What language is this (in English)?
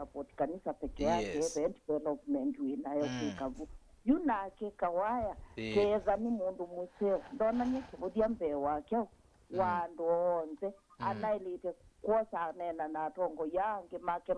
Kamba